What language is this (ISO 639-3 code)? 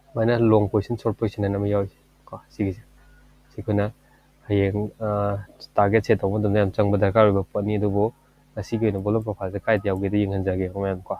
mni